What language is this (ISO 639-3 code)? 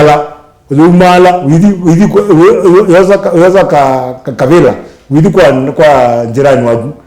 kam